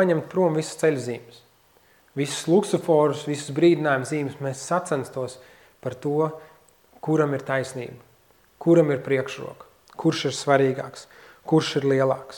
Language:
Latvian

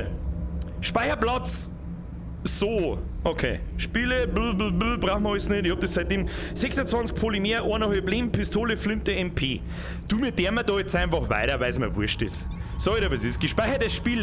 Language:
Bavarian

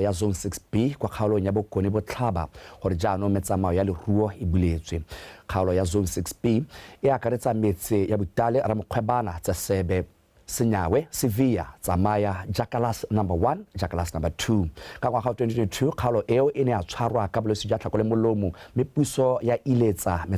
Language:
Tswana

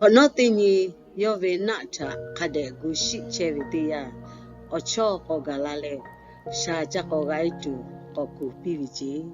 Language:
Lahu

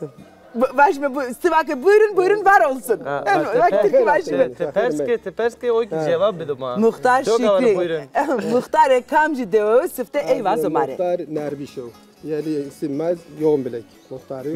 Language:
Zaza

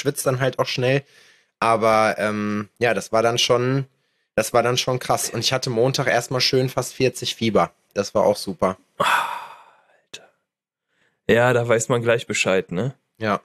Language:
German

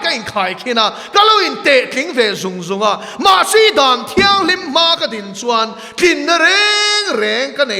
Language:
Mizo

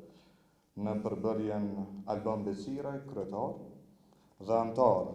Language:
Albanian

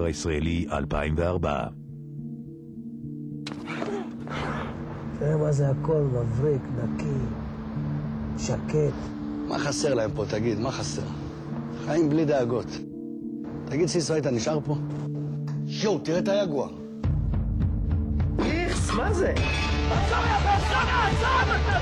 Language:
Hebrew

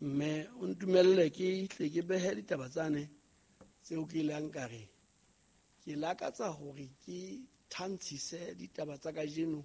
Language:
Southern Sotho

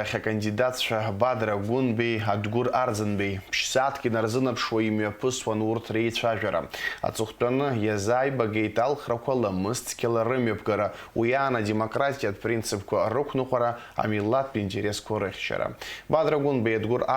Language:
Abkhazian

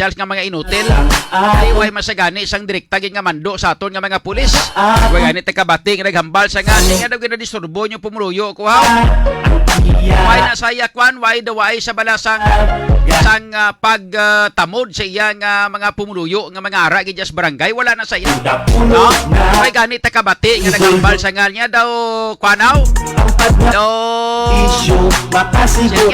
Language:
Hiligaynon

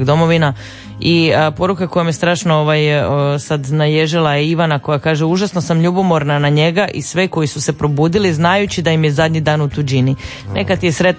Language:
Croatian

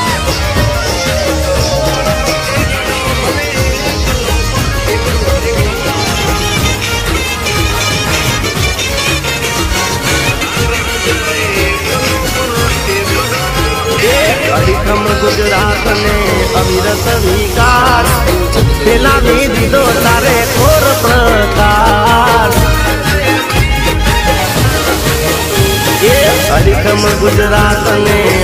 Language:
Gujarati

